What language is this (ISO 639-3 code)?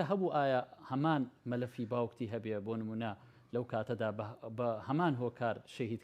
ckb